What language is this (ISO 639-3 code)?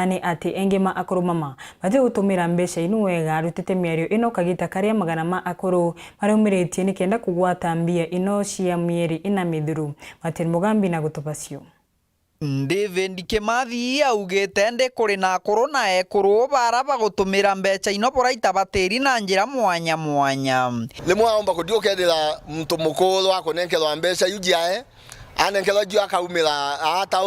mer